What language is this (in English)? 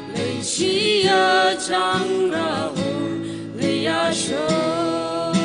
Tangkhul Naga (India)